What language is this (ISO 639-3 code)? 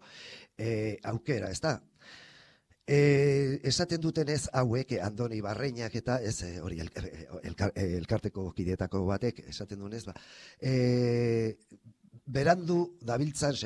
eus